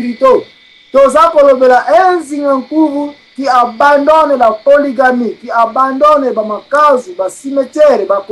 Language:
Lingala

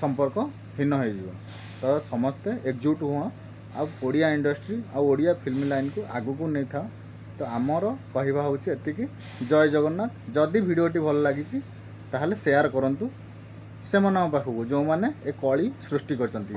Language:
Odia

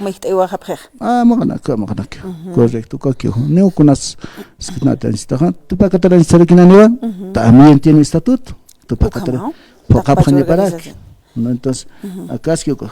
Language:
Aymara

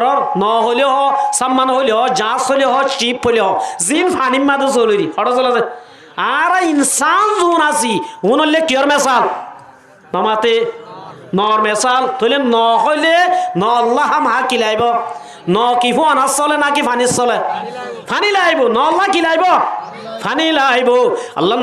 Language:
Rohingya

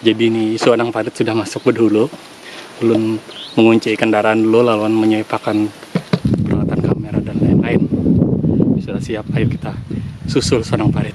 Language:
Banjar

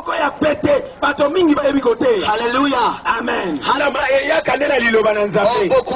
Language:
French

